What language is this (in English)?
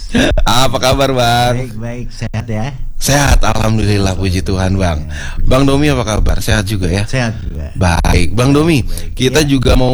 Indonesian